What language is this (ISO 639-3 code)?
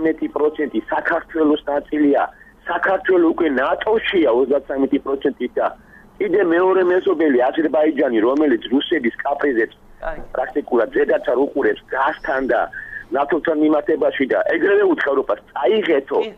kat